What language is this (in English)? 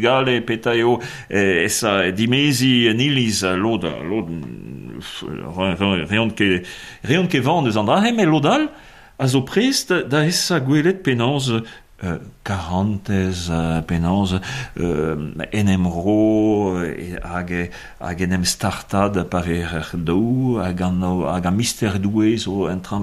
Breton